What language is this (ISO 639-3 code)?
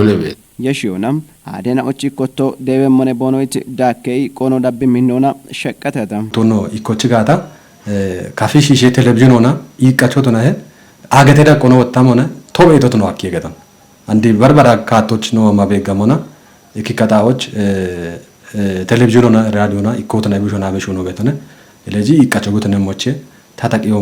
kbr